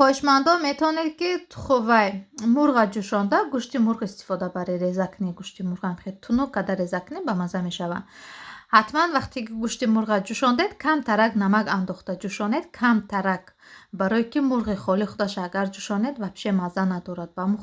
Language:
Tajik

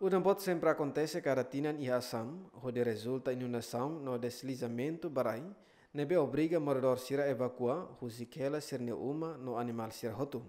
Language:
Tetum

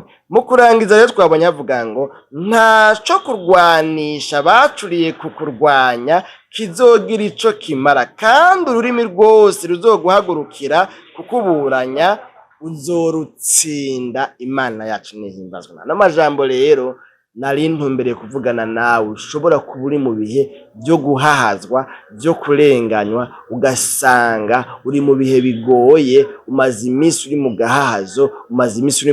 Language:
Rundi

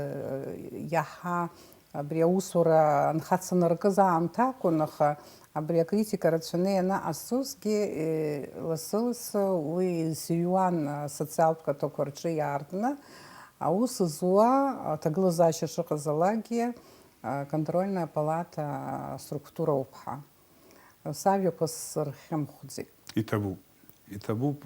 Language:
Abkhazian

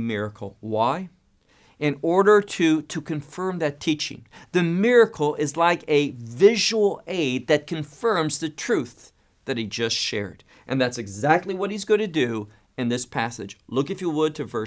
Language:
English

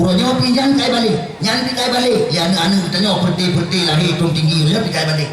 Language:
Achinese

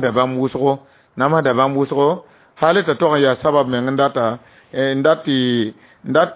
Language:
Mossi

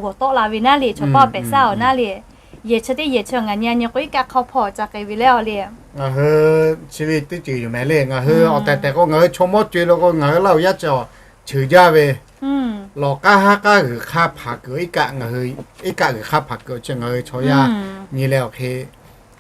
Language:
Lahu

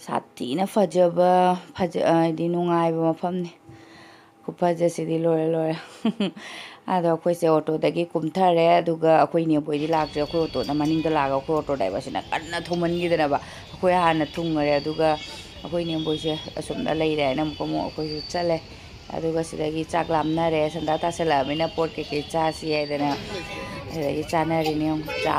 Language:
Manipuri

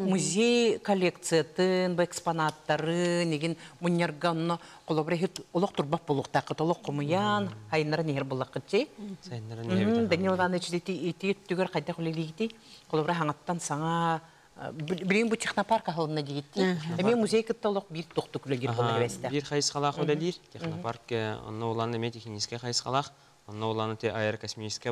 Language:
Yakut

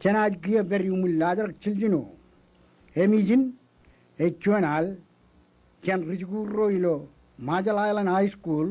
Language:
Marshallese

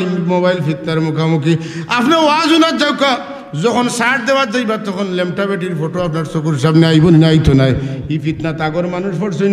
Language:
Sylheti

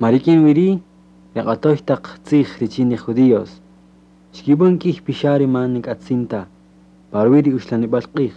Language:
Kaqchikel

